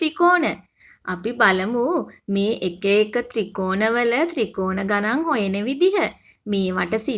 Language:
Sinhala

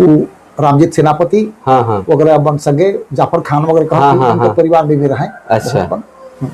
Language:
Sadri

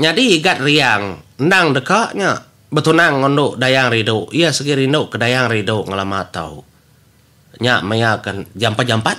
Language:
Iban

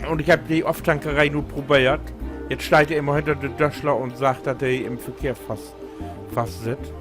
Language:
Low German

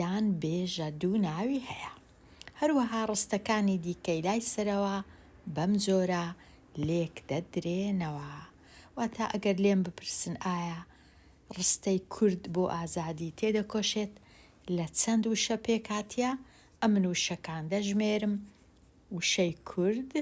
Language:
Central Kurdish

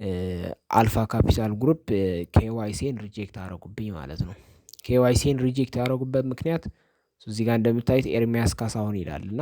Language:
Amharic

